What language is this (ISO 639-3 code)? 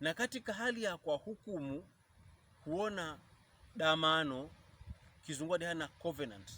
pkb